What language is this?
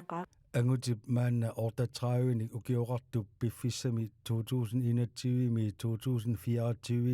Kalaallisut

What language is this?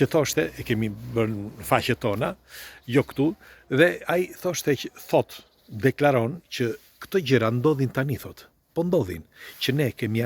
Albanian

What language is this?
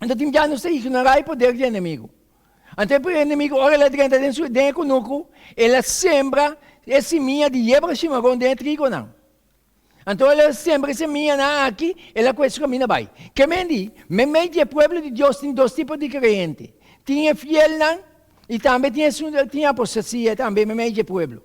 Papiamento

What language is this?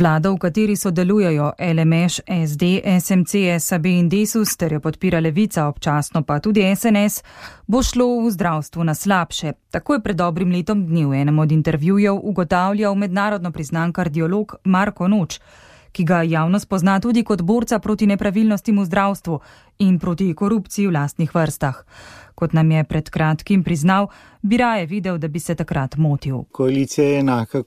Slovenian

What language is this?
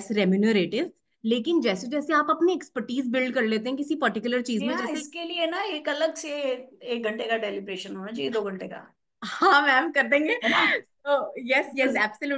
Hindi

